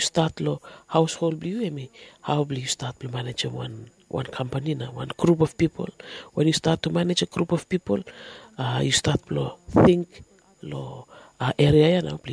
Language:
Bislama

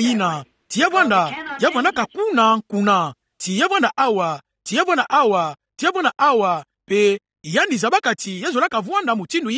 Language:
Kituba (Democratic Republic of Congo)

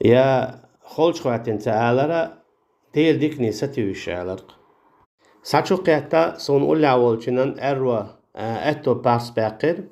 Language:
Chechen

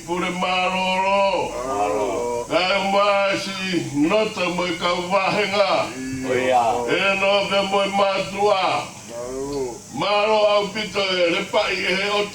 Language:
Tongan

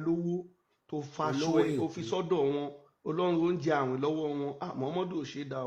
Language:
Yoruba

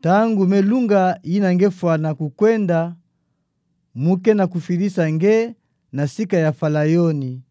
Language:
Kituba (Democratic Republic of Congo)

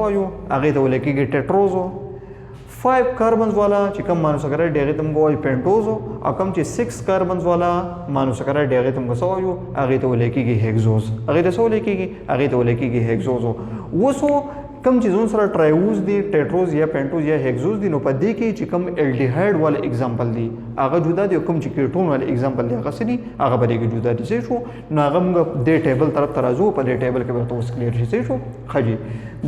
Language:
Pashto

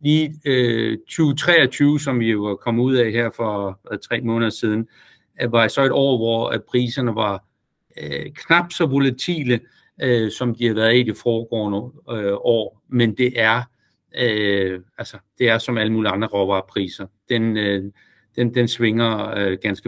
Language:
Danish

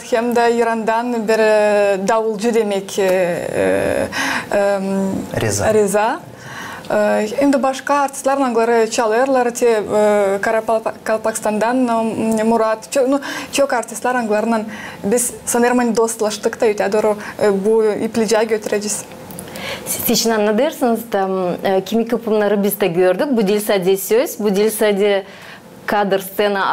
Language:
Gagauz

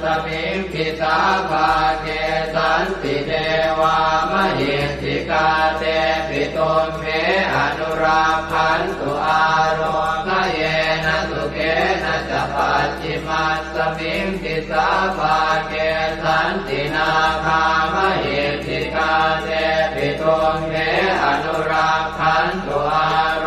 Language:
Pali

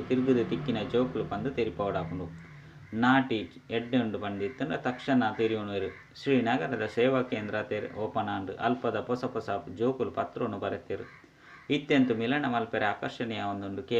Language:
Tulu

